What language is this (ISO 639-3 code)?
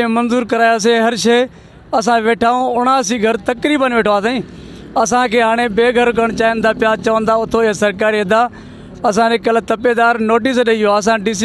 snd